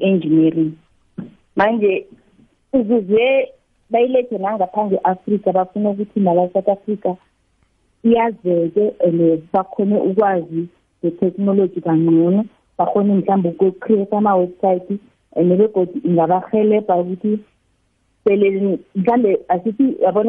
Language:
South Ndebele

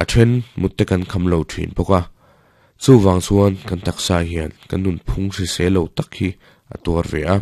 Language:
Mizo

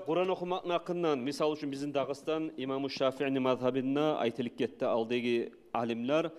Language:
Kumyk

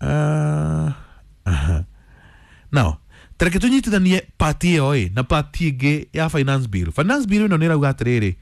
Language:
Kikuyu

